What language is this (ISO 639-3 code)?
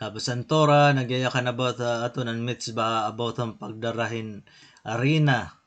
war